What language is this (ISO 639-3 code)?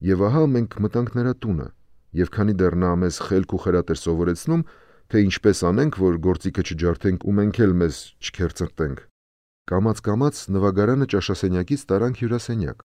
hye